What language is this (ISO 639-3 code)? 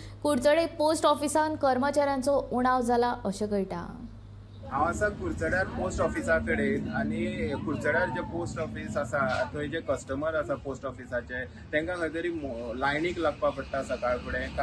kok